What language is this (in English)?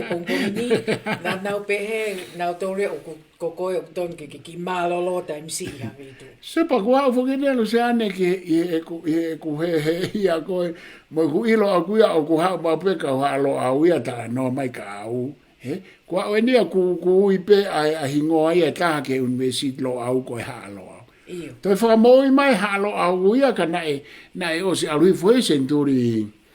Tongan